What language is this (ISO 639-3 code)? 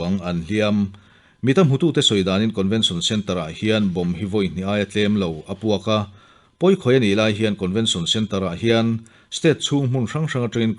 lus